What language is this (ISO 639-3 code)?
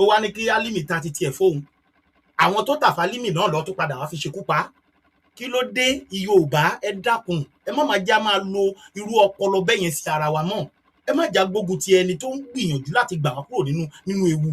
yor